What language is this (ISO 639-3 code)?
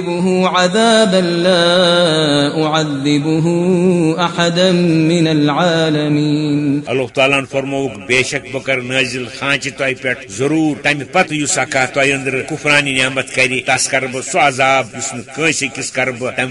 kas